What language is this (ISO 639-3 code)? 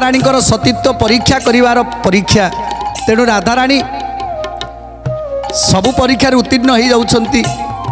ori